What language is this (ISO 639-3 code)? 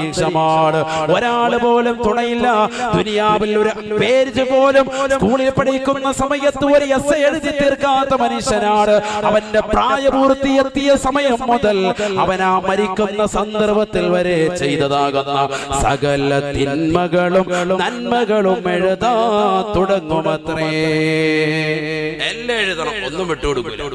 mal